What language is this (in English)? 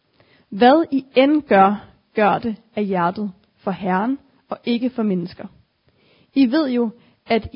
Danish